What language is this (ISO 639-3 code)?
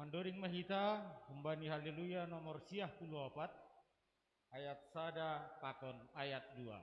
bts